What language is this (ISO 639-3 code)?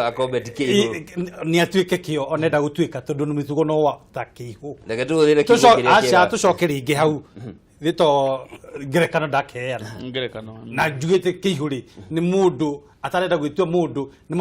kik